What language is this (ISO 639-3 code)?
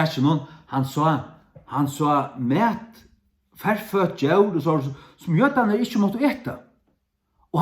fao